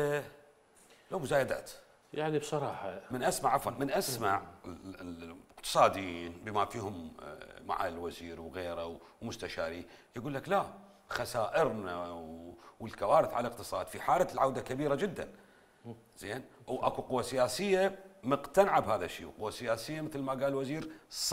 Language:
Mesopotamian Arabic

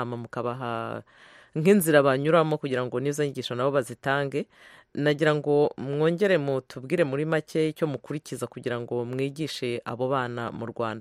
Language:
Kinyarwanda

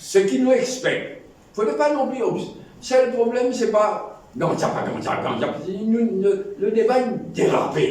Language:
Morisyen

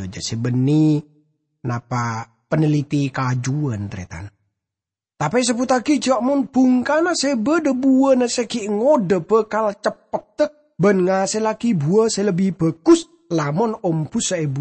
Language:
Madurese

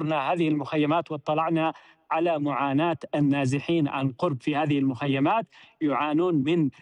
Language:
Arabic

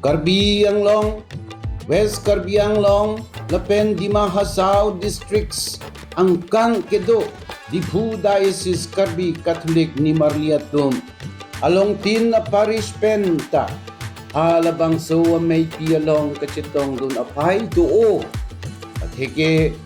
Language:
Karbi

